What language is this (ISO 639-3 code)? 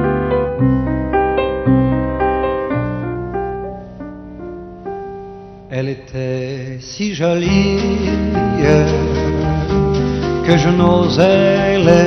fra